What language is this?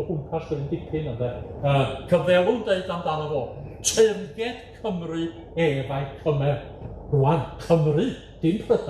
Welsh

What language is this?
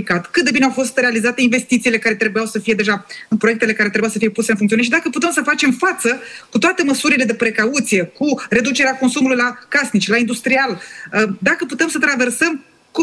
Romanian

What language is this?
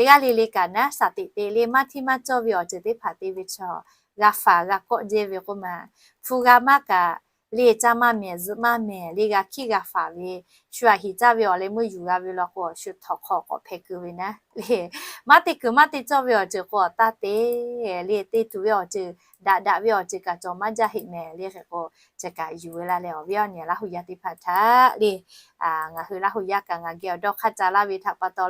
Lahu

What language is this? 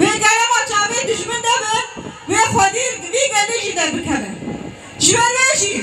Kurdish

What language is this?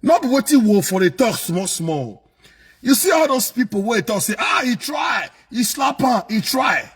Nigerian Pidgin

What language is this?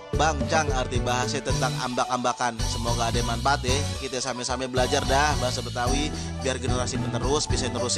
Betawi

